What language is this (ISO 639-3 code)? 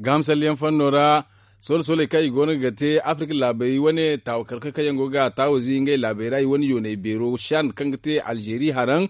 dje